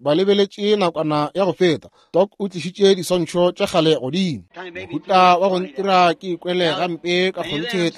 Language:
Northern Sotho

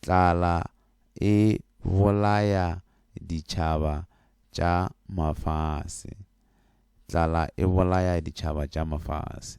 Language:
Northern Sotho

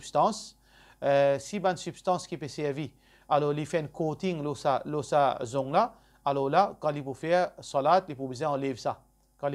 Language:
Morisyen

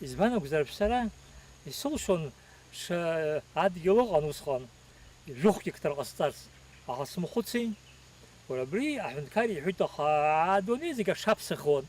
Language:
Abkhazian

